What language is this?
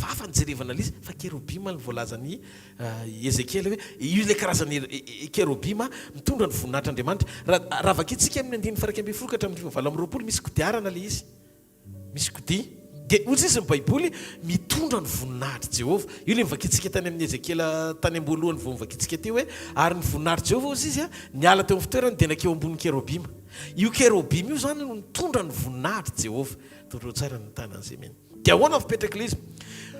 Malagasy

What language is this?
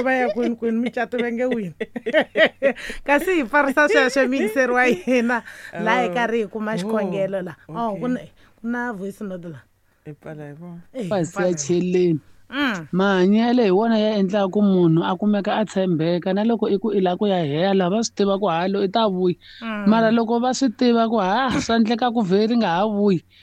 Tsonga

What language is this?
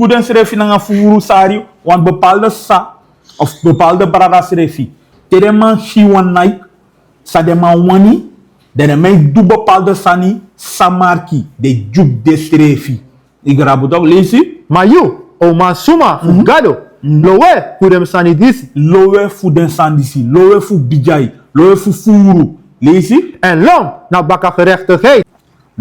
Sranan Tongo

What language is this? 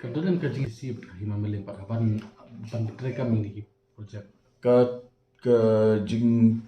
Khasi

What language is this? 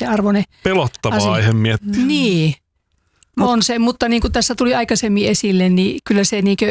Finnish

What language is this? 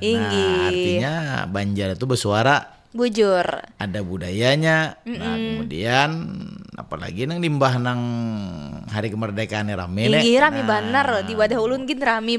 Banjar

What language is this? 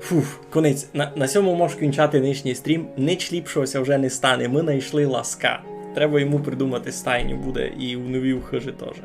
Rusyn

